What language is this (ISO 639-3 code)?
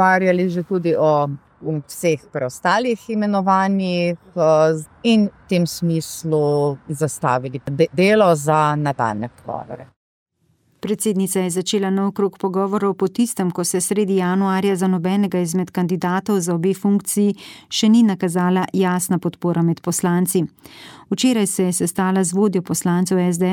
slv